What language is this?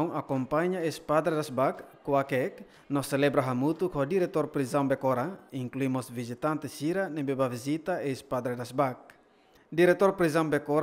Tetum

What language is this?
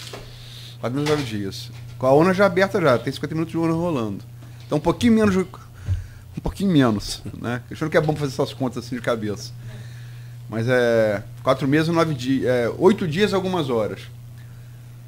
Portuguese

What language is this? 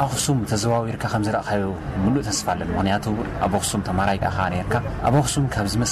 Tigrinya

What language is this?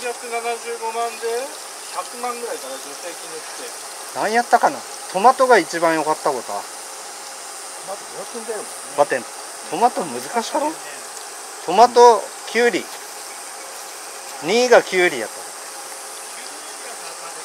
Japanese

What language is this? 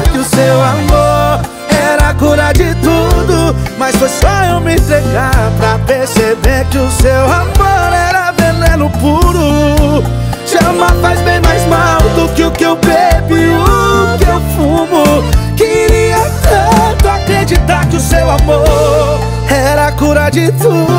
Portuguese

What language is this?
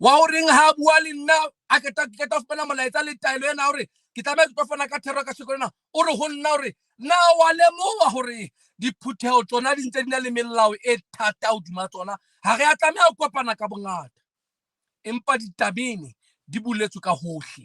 Southern Sotho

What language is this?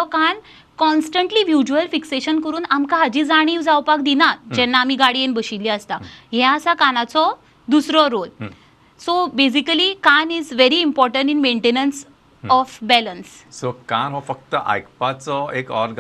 Konkani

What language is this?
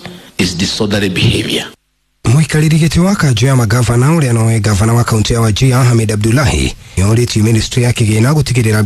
Kikuyu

